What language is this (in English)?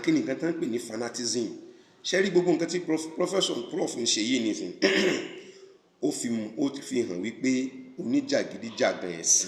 Yoruba